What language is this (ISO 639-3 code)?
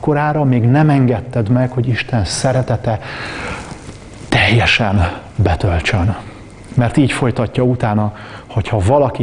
hun